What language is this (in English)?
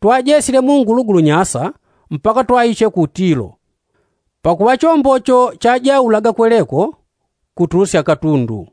Yao